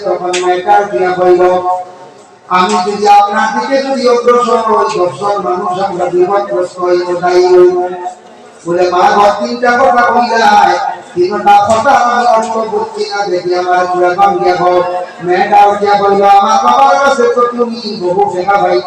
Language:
Sylheti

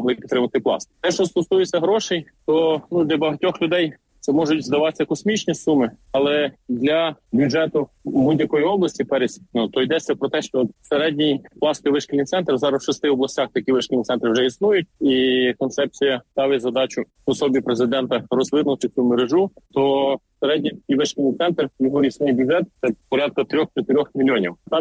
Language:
Ukrainian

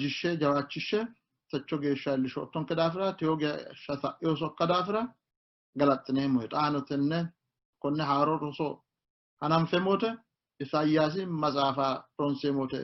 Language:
Sidamo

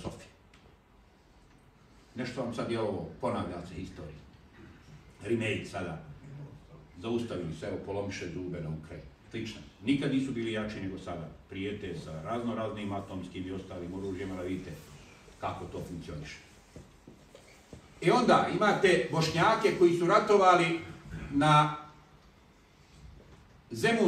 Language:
Bosnian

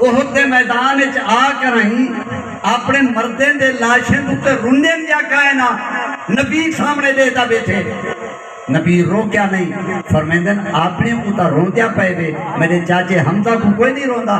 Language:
Saraiki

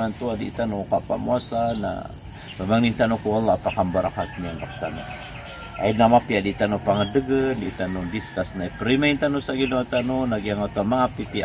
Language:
Maranao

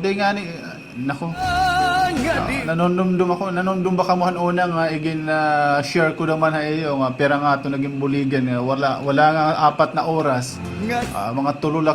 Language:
Waray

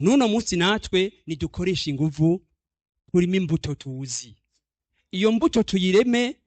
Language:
Rundi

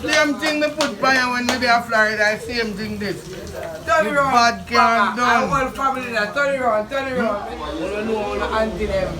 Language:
Jamaican Creole English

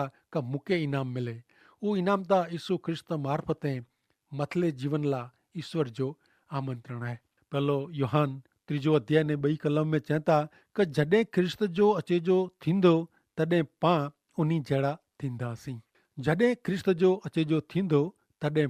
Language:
Kachhi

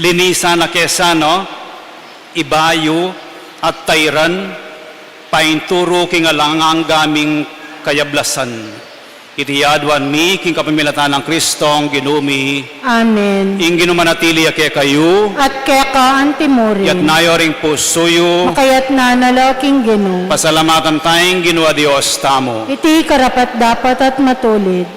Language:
Pampanga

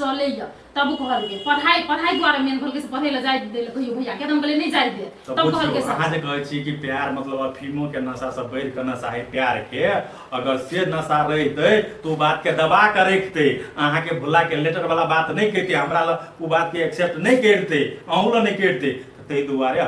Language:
Maithili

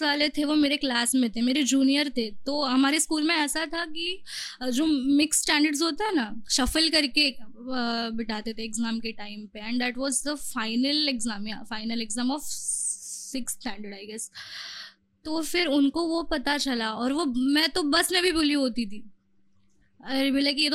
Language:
Hindi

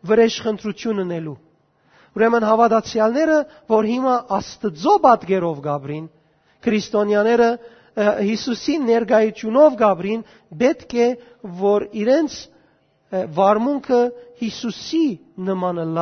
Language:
Western Armenian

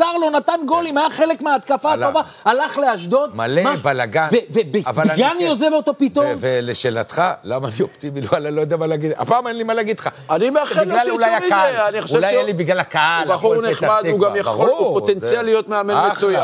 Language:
Hebrew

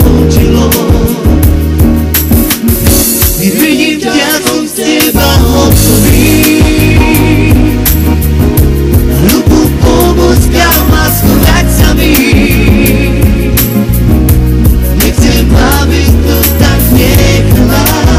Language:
Slovak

